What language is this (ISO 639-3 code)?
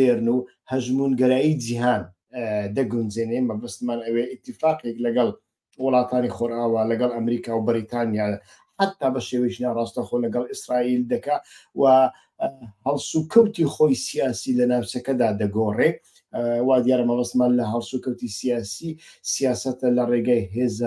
ckb